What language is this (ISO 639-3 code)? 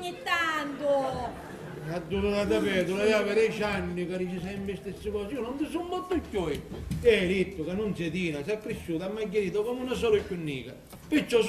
scn